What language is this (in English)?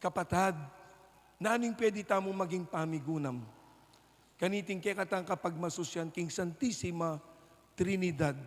Pampanga